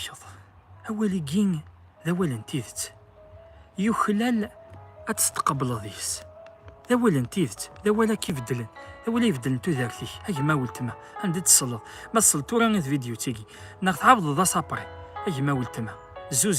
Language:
Kabyle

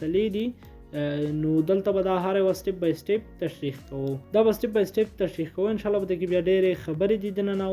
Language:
Pashto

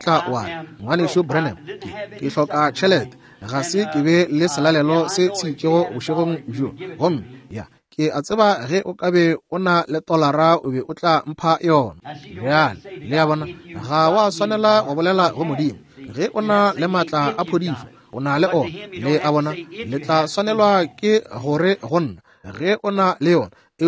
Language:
Northern Sotho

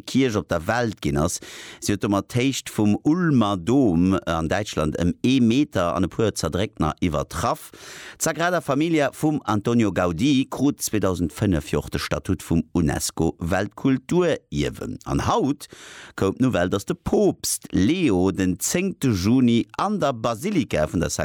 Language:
Luxembourgish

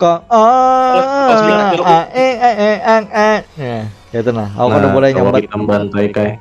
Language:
Banjar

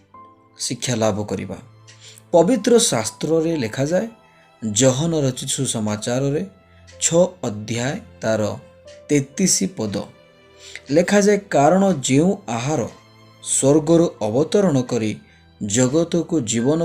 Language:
Odia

